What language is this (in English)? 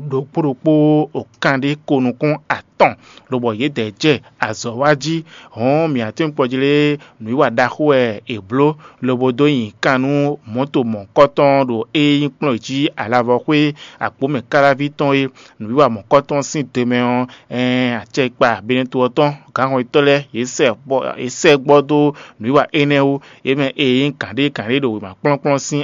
Fon